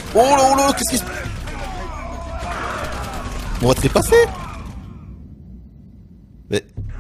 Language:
French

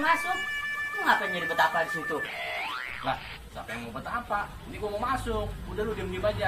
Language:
Betawi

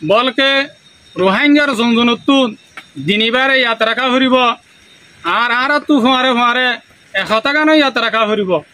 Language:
Rohingya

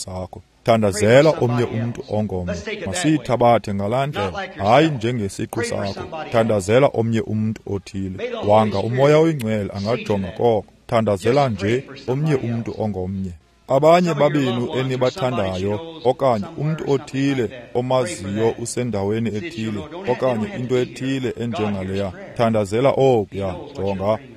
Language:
Xhosa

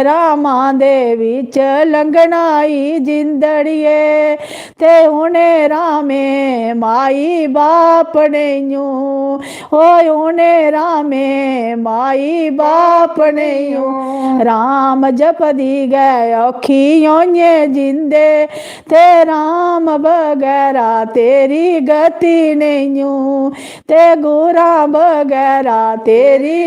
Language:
Dogri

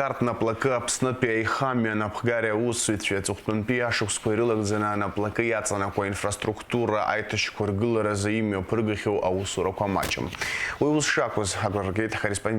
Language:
Abkhazian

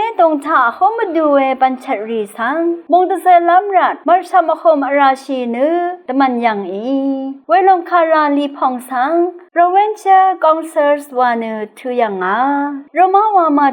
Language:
Rawang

